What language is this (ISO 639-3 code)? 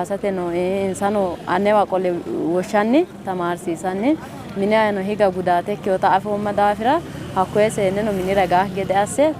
sid